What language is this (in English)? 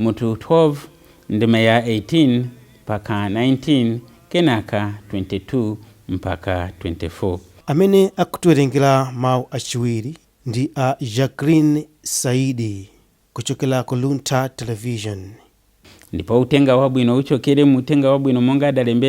Nyanja